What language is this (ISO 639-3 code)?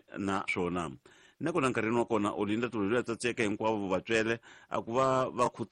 tso